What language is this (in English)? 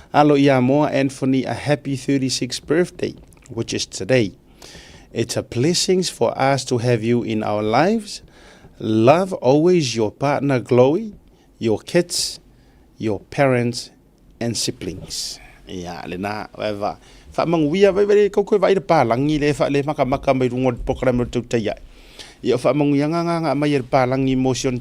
Samoan